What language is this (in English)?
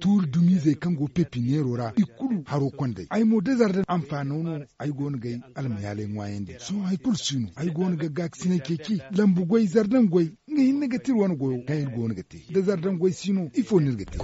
Zarma